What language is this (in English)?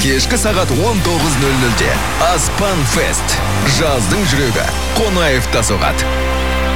Kazakh